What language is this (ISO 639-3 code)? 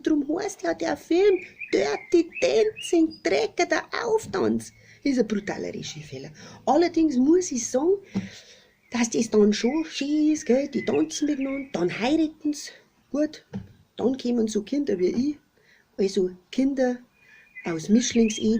bar